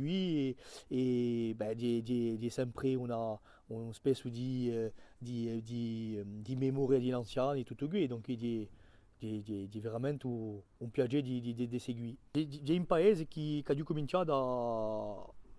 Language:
Corsican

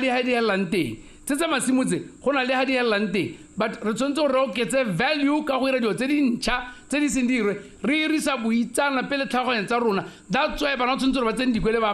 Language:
Tswana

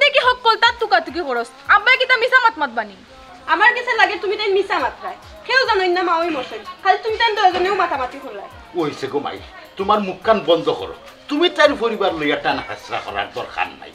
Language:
Sylheti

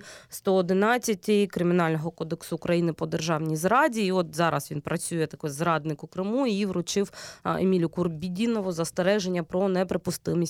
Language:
Ukrainian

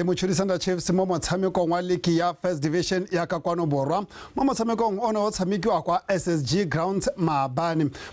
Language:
Tswana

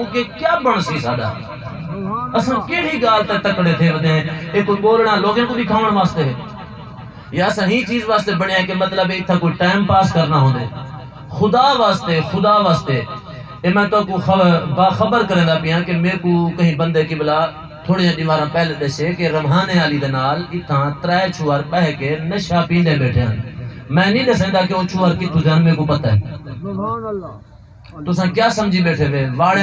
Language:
Saraiki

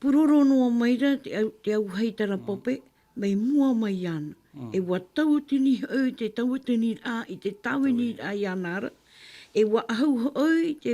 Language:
Tahitian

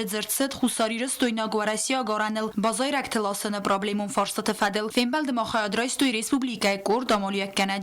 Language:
Ossetic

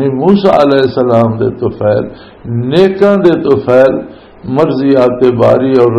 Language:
Western Panjabi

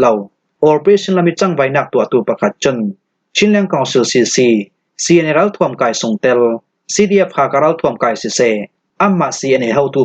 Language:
Falam Chin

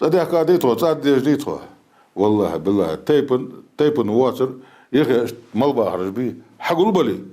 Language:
Ingush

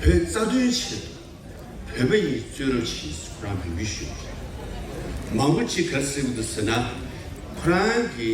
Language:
Tibetan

